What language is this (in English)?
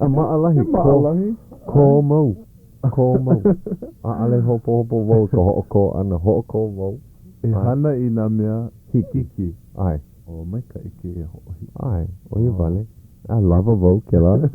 Hawaiian